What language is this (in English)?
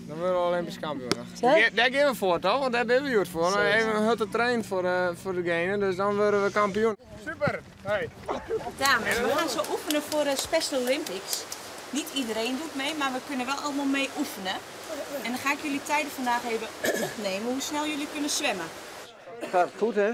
Western Frisian